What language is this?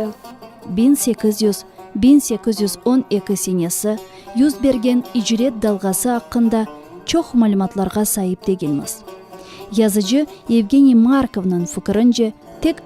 Crimean Tatar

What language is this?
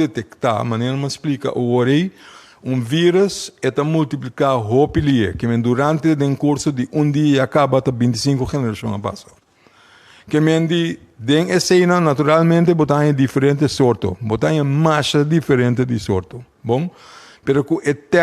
Papiamento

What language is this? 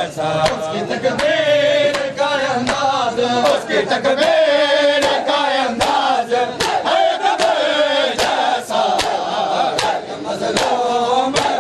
Urdu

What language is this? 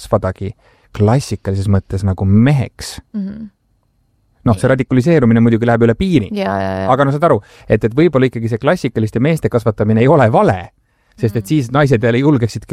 Estonian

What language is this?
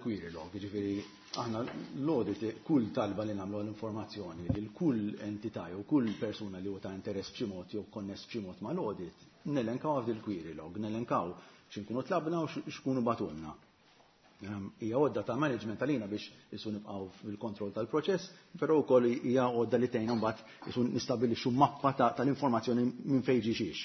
Maltese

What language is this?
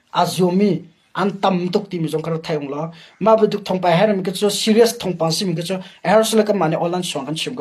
Hakha Chin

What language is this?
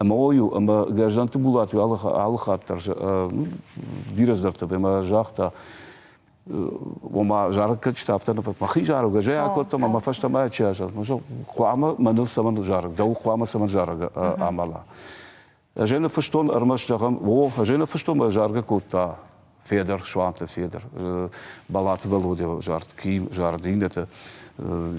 Ossetic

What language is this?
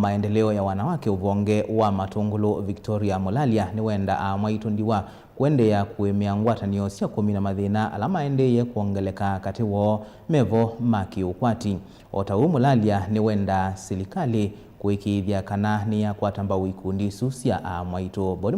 Kamba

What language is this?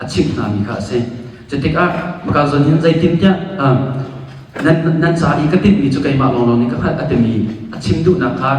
Hakha Chin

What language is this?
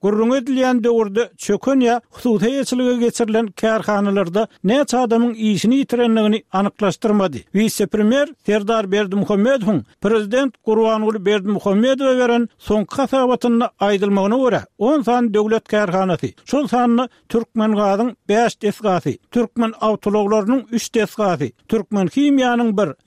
Turkmen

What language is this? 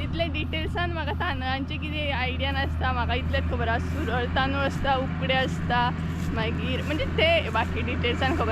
Konkani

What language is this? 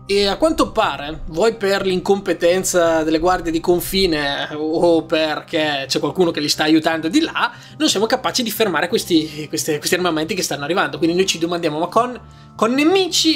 Italian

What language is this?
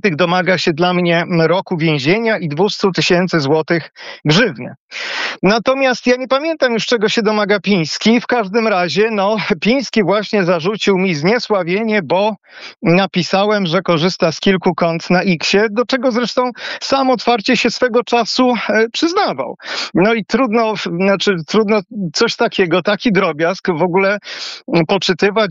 Polish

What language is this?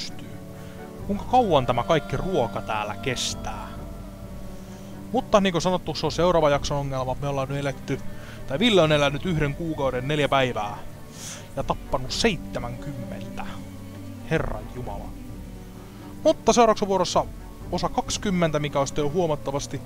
Finnish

